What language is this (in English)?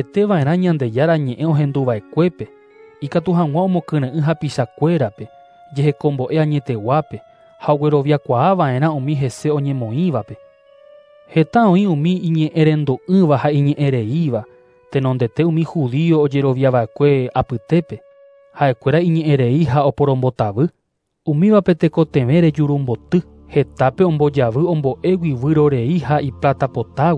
Guarani